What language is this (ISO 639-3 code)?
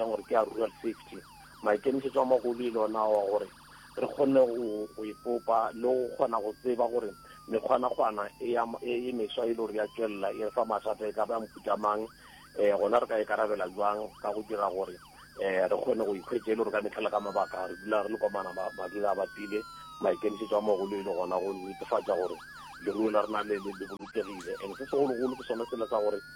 nso